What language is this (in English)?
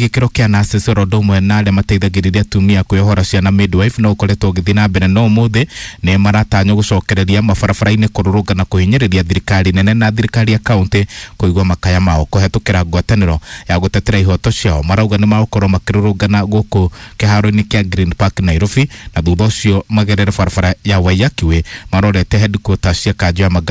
Kikuyu